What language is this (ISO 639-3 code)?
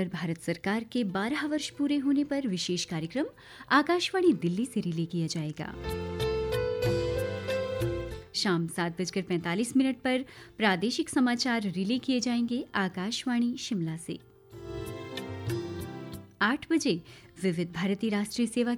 hin